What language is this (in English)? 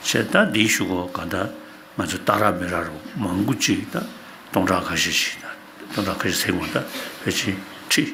Tibetan